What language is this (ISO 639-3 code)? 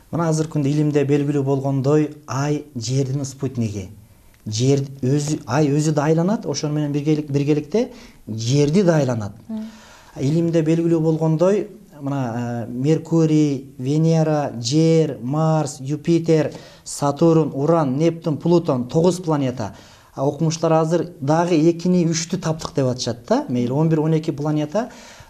kir